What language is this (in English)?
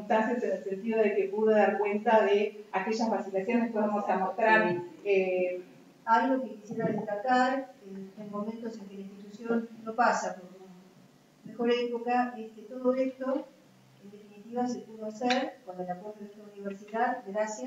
Spanish